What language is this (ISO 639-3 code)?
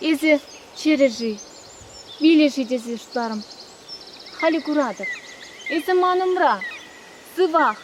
chv